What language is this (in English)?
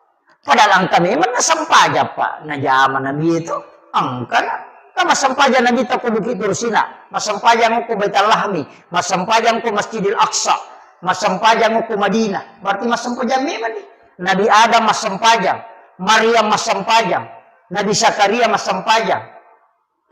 Buginese